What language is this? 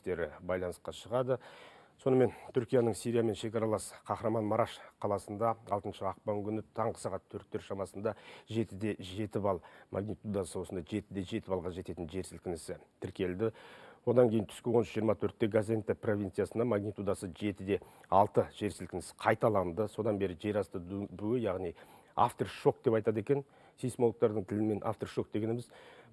Kazakh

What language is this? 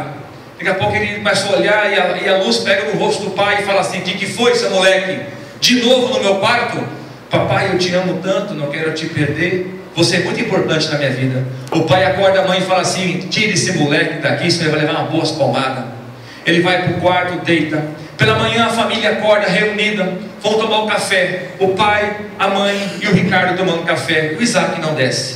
Portuguese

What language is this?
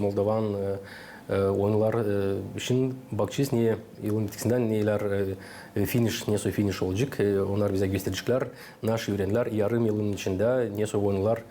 Gagauz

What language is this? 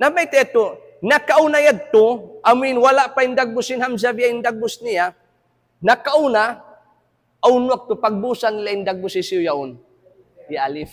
Tausug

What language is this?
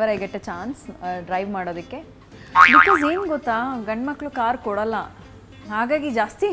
Kannada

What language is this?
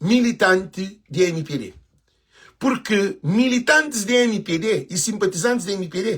Kabuverdianu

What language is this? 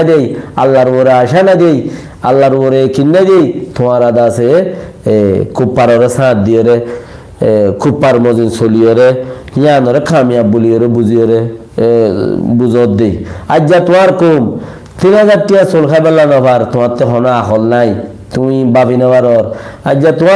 Rohingya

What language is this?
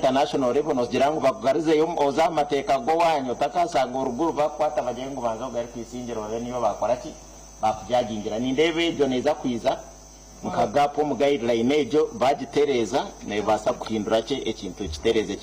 Nyankole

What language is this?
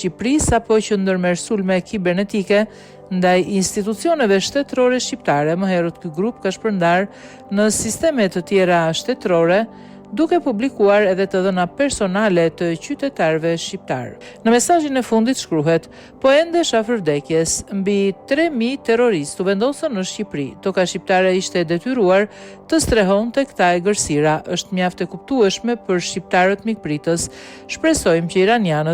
Albanian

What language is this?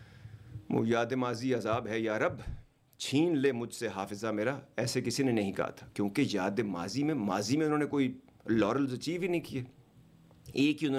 Urdu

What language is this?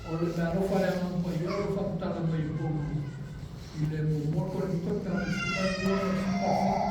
Samoan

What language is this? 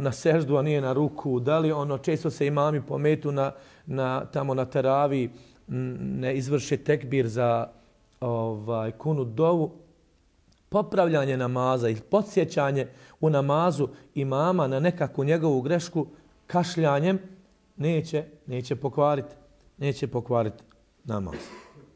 Bosnian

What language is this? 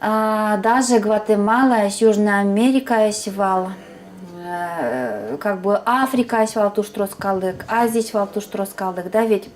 Udmurt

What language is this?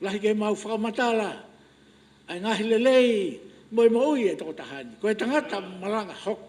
Tongan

